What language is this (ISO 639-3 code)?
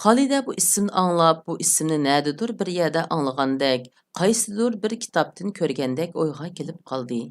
uig